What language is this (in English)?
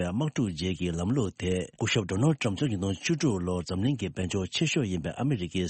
Tibetan